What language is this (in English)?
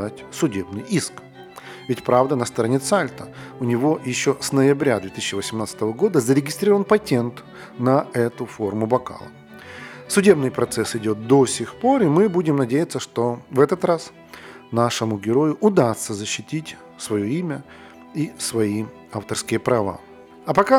Russian